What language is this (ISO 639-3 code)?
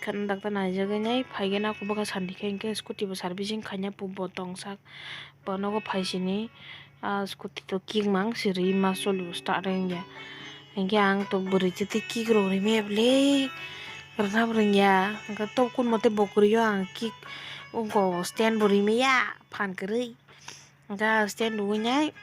trp